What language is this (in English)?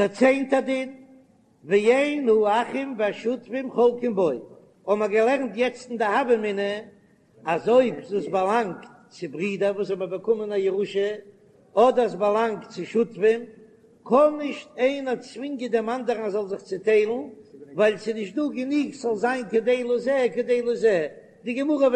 Yiddish